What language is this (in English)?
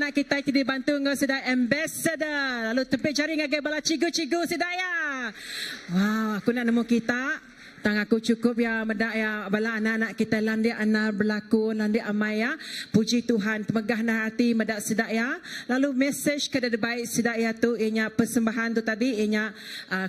Iban